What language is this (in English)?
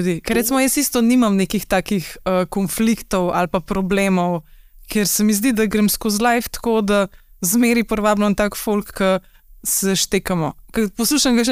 Slovenian